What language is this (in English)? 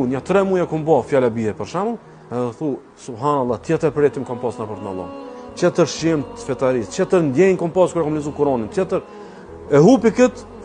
Albanian